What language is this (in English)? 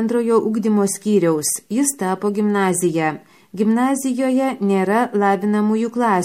Lithuanian